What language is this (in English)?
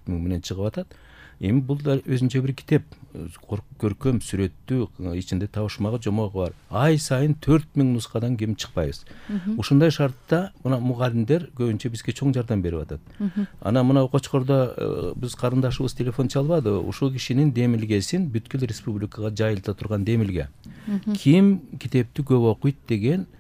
Kyrgyz